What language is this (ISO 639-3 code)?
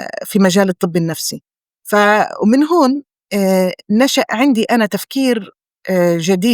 apc